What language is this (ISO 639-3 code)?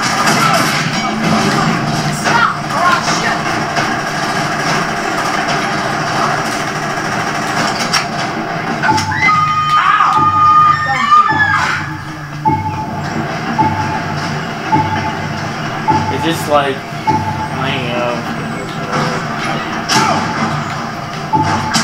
eng